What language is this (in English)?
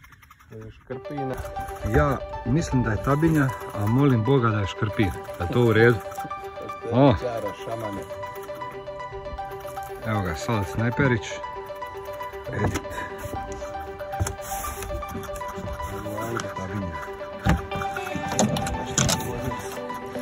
Croatian